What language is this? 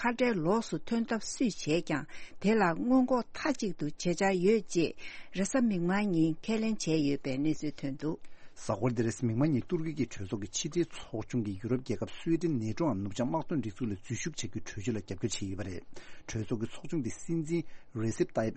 Tibetan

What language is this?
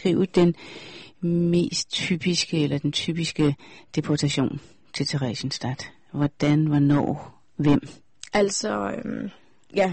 Danish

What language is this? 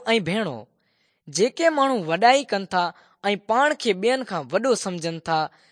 Sindhi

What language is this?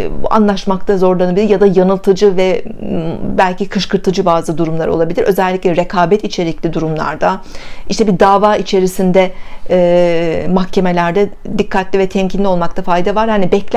Turkish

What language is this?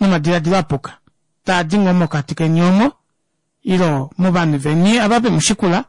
Kuanyama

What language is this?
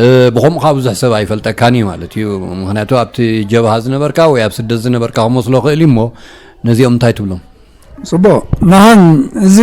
Tigrinya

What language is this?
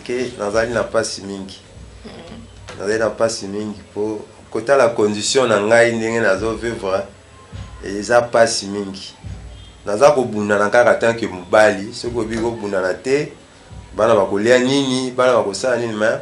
Lingala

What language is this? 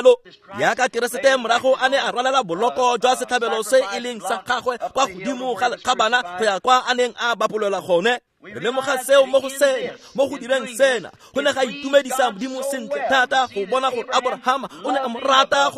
Tswana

